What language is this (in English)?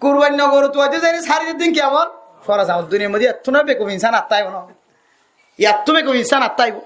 Rohingya